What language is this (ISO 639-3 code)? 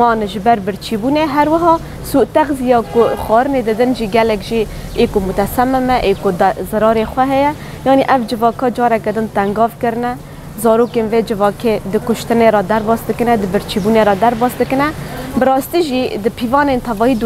kur